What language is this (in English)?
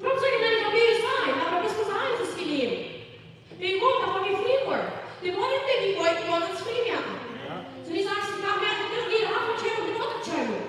Plautdietsch